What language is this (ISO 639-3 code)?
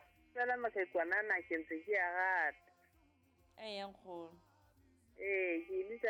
sot